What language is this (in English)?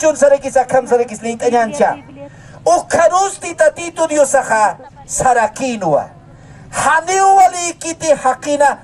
Aymara